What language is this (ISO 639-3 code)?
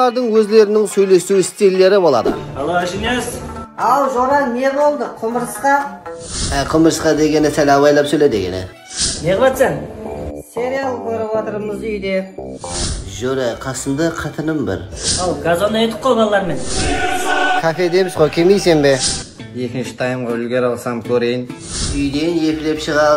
kaa